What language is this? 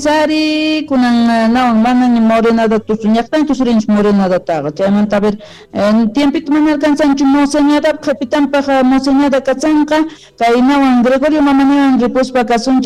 Quechua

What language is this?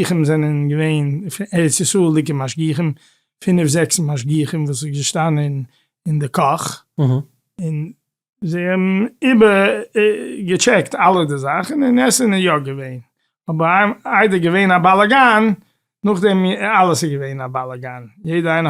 Yiddish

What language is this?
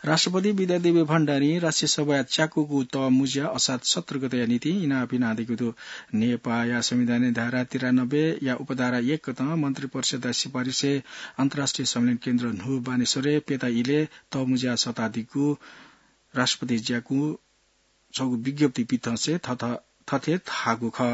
Newari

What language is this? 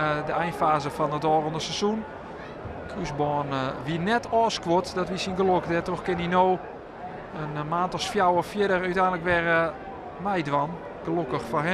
Western Frisian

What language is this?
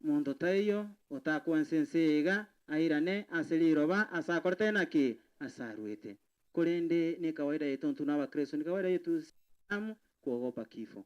Gusii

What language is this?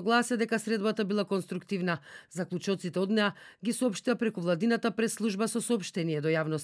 Macedonian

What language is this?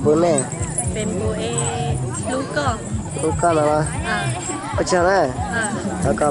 Hmong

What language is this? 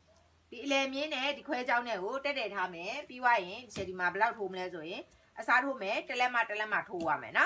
Burmese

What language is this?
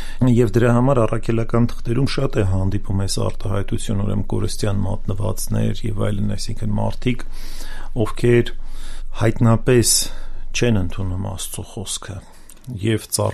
Armenian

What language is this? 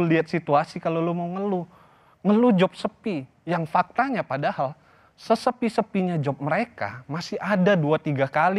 Indonesian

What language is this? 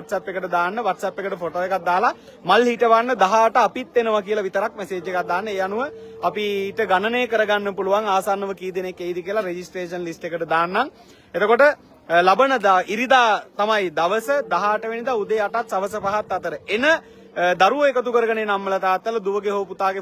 Sinhala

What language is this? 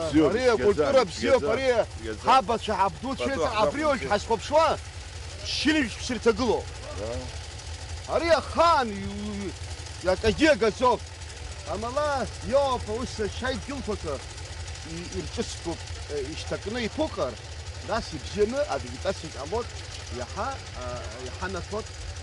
Abkhazian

